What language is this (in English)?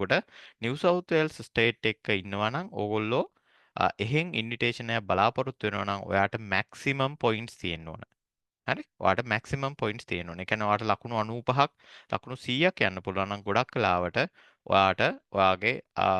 Sinhala